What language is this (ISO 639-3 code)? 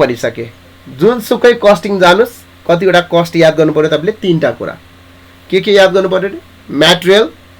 nep